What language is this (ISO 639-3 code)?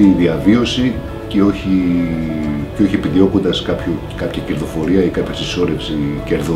ell